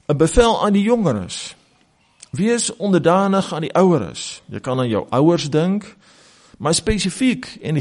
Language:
Afrikaans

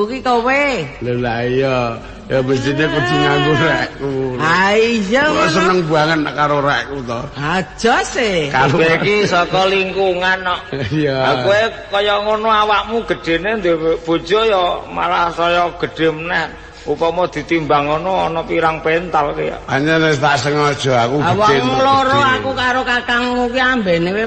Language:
Javanese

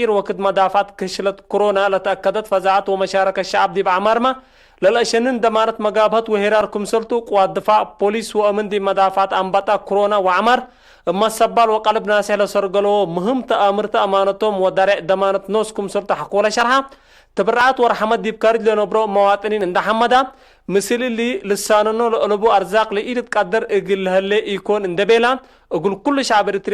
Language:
Tigre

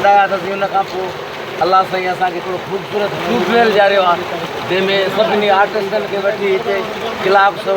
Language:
Sindhi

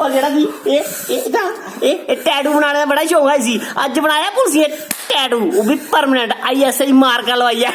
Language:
Dogri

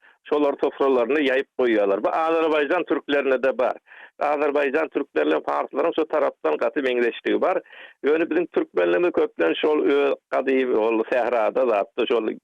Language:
Turkmen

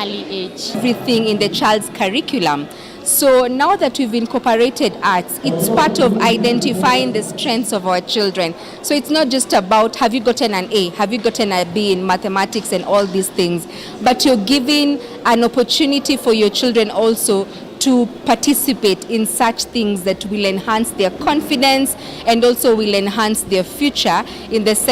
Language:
Kamba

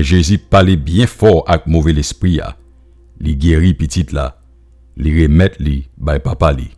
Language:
Haitian Creole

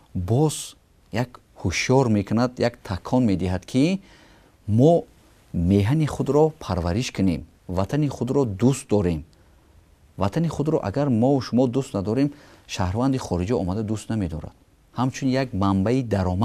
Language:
Tajik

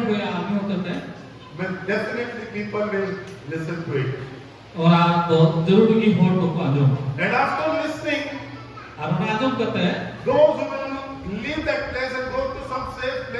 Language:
Santali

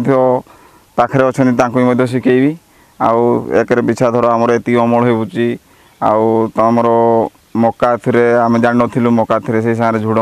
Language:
Odia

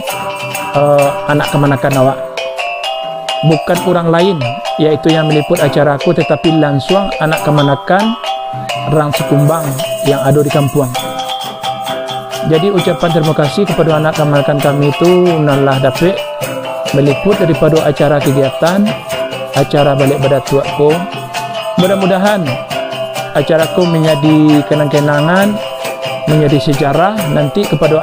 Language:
Minangkabau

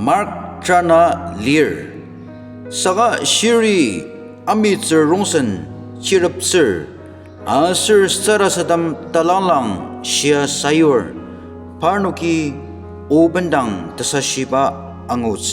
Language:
Ao Naga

